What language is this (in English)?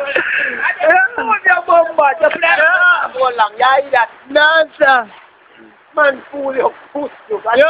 Jamaican Creole English